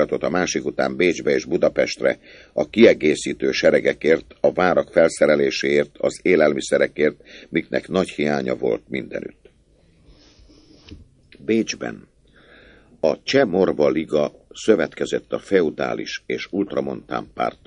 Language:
Hungarian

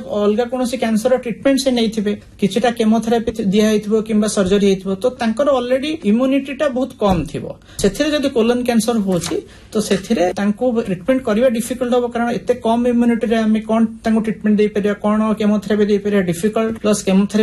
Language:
Odia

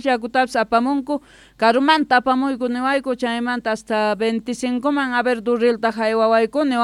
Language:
South Bolivian Quechua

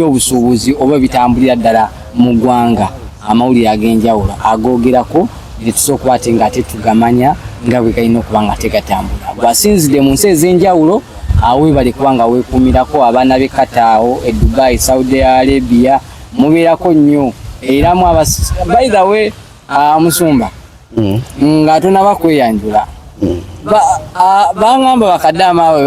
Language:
Ganda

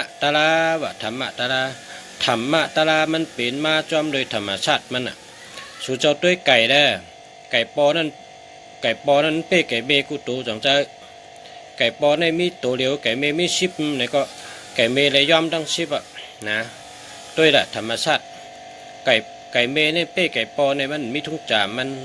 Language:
Shan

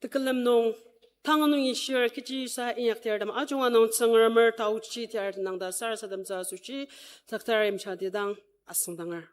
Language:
Ao Naga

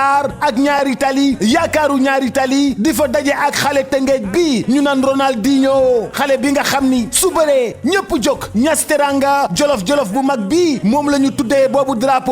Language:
Wolof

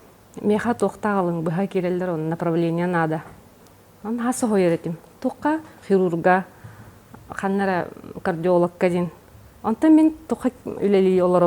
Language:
Yakut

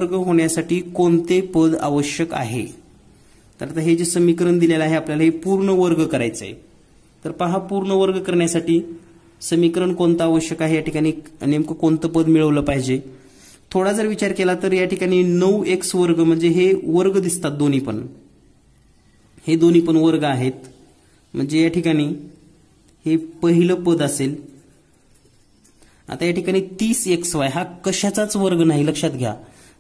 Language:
Marathi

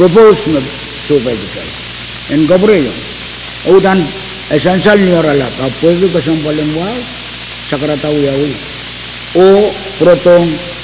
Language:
Pohnpeian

